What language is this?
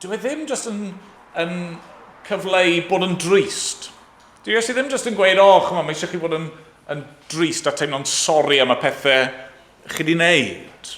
Welsh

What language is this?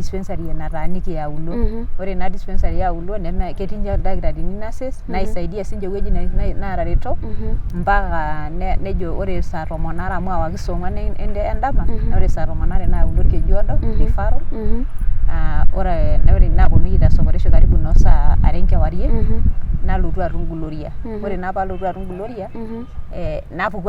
Masai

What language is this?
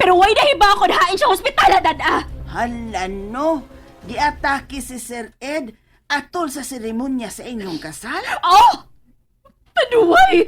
Cebuano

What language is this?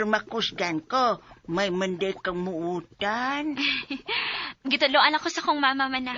Cebuano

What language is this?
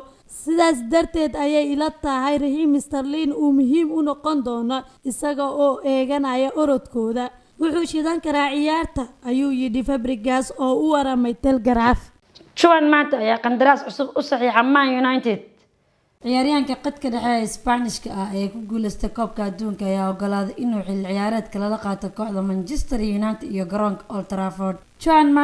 Somali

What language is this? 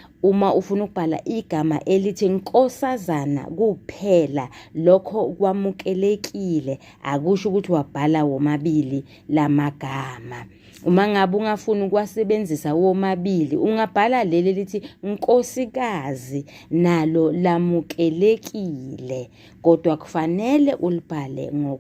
Zulu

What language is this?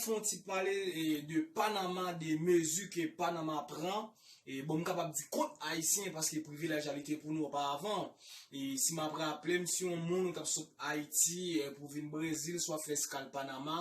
Haitian Creole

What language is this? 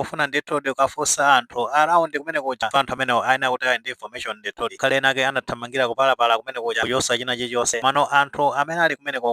Nyanja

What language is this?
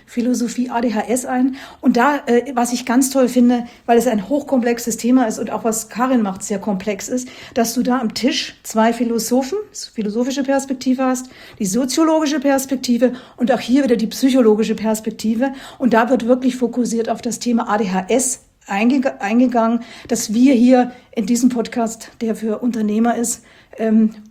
German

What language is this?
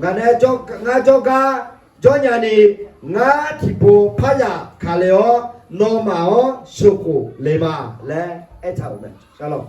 Akha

